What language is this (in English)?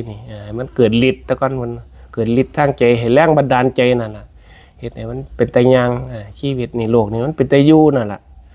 Northeastern Thai